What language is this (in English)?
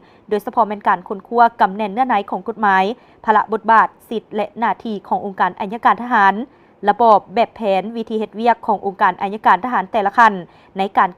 Lao